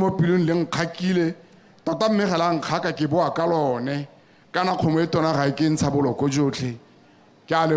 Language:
Tswana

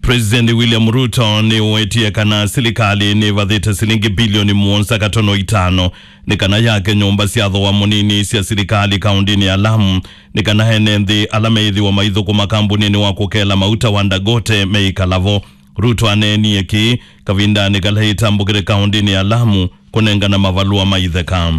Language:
Kamba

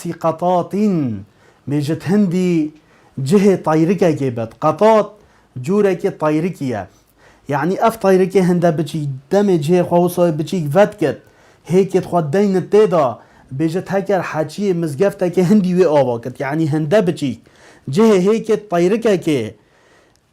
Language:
Kurdish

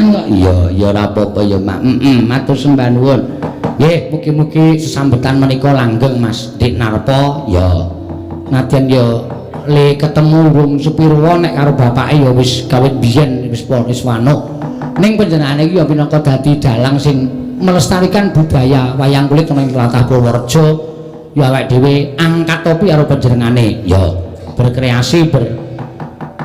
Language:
Javanese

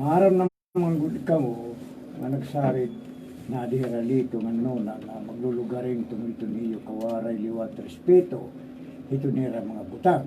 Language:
Waray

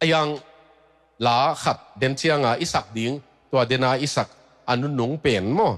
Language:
Tedim Chin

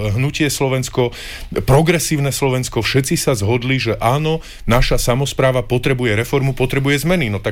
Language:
Slovak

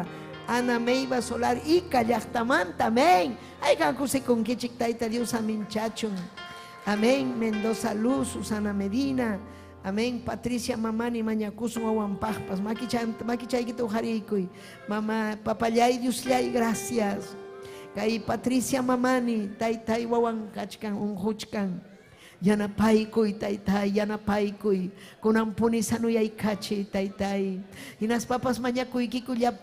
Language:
Ayacucho Quechua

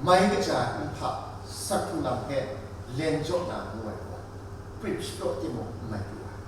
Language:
Kachin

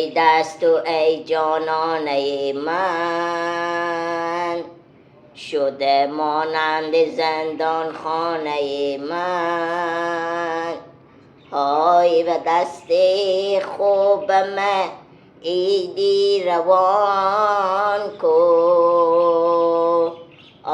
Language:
Hazaragi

